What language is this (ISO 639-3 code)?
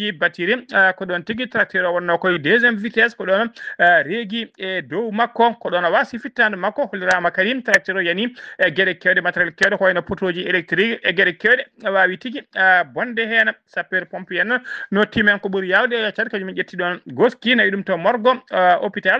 ful